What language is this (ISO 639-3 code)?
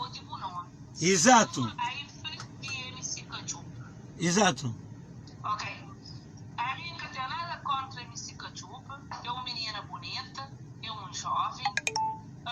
kea